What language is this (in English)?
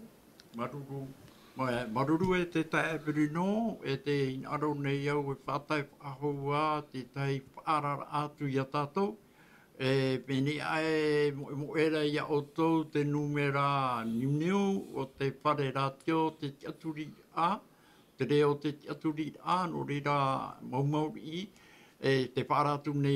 Tahitian